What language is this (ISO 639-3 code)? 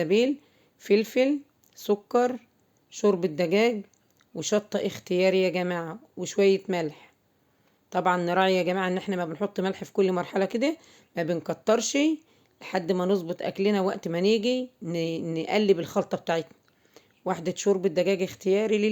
arz